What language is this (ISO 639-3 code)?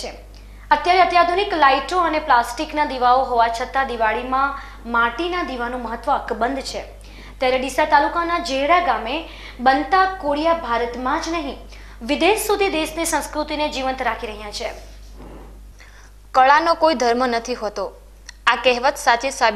guj